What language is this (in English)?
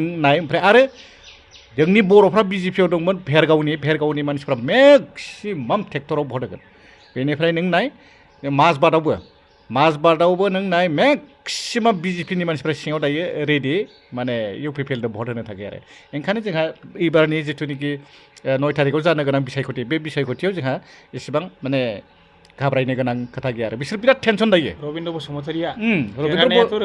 Bodo